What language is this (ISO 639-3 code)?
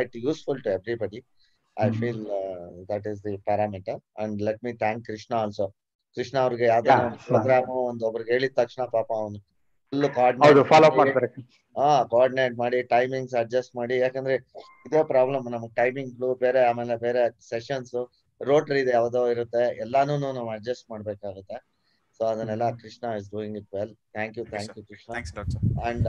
kan